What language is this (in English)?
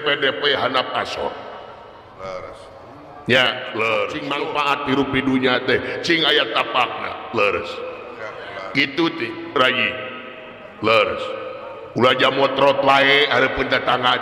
Sundanese